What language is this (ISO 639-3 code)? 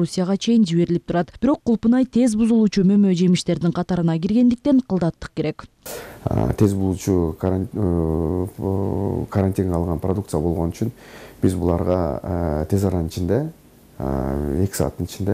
kir